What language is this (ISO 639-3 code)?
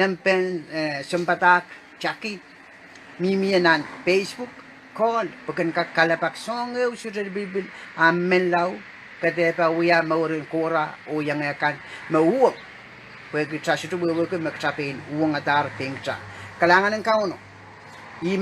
pon